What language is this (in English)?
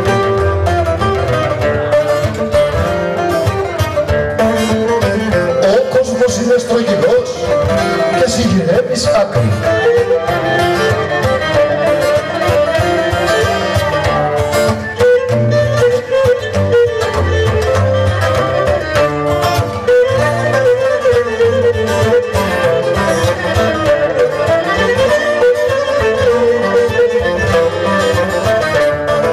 Greek